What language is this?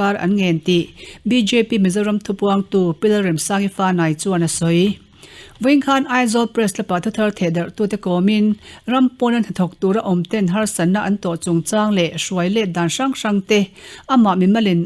Mizo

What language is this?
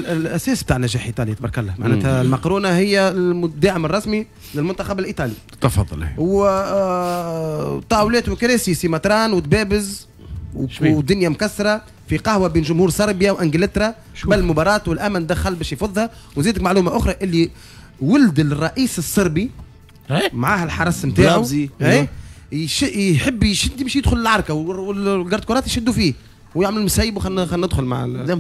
Tunisian Arabic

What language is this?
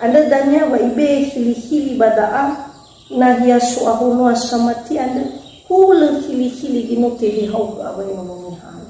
Nias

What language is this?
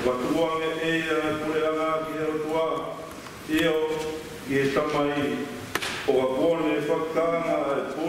Tongan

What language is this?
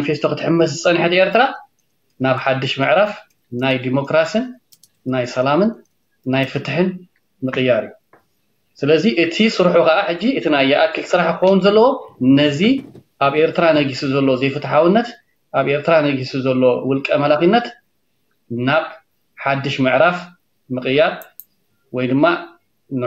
Tigrinya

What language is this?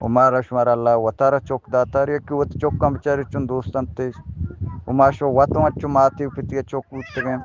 Eastern Balochi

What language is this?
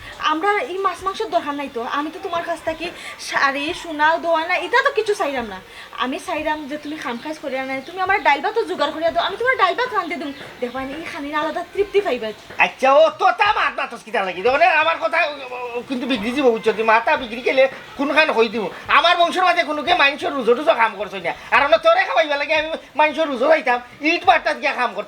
Sylheti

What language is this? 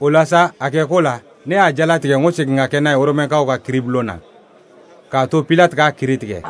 Bambara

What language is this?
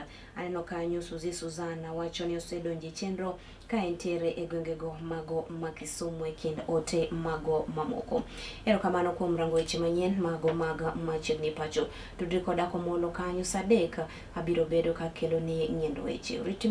Luo (Kenya and Tanzania)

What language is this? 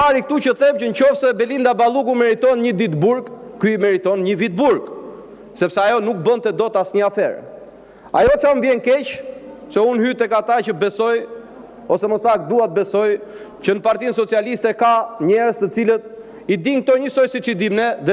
Albanian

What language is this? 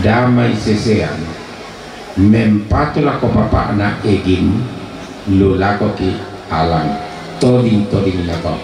Toraja-Sa'dan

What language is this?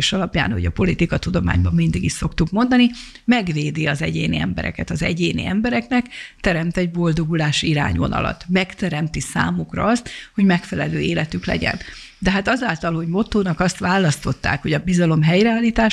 Hungarian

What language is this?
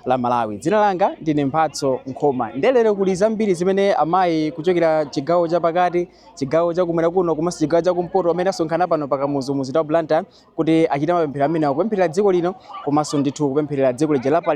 Nyanja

